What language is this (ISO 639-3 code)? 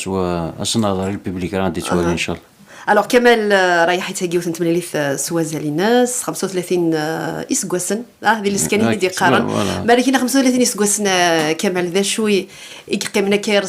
kab